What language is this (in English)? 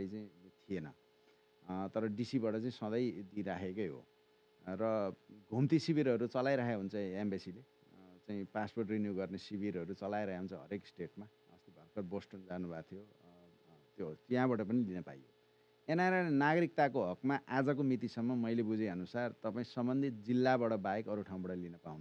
Nepali